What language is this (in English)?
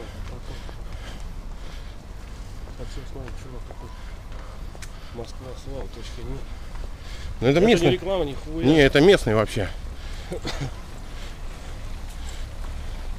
Russian